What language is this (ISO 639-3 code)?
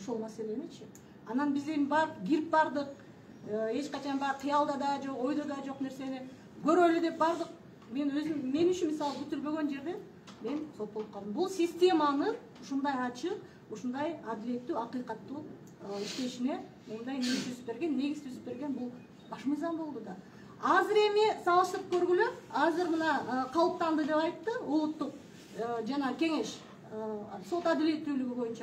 kir